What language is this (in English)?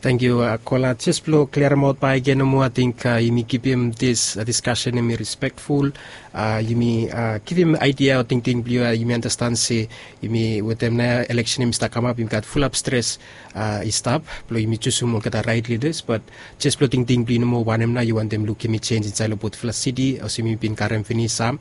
Bislama